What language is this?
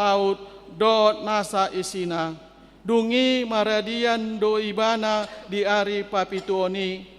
Batak Toba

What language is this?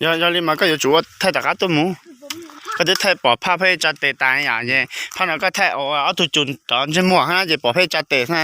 Hmong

